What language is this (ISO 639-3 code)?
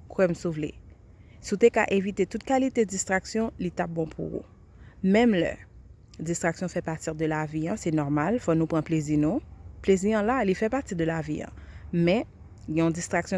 hat